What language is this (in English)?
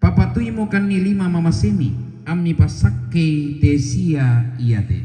Toraja-Sa'dan